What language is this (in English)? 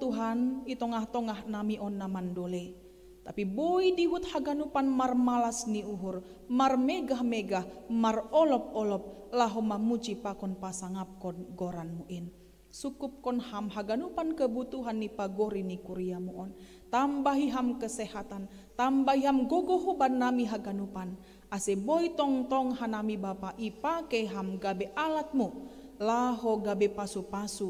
Batak Simalungun